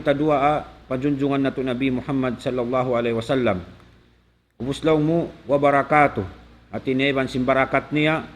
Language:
Tausug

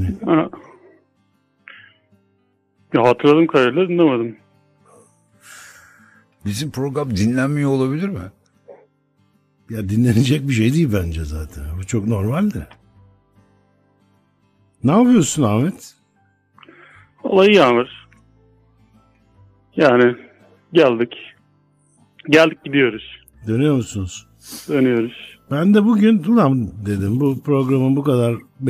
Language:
Turkish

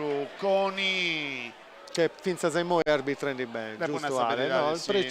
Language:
Sardinian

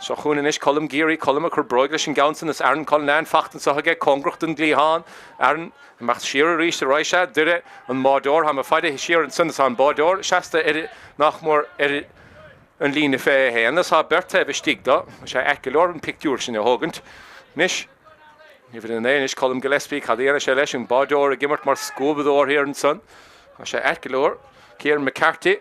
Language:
Irish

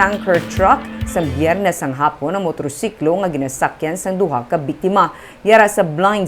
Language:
Hiligaynon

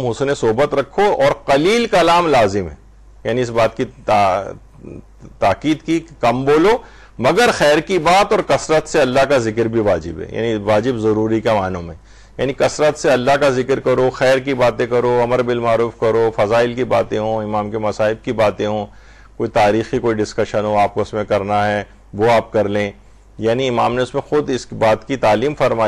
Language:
Urdu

